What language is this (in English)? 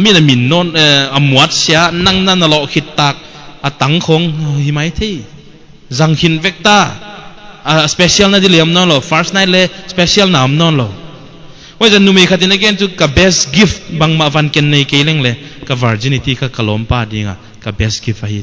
Paite Chin